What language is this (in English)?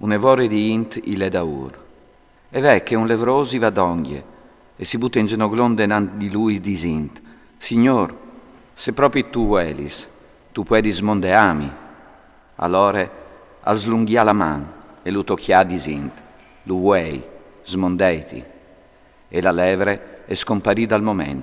Friulian